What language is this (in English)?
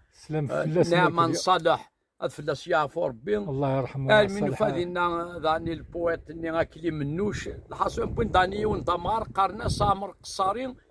Kabyle